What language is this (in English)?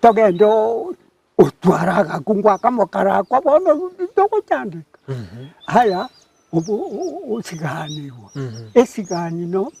Gusii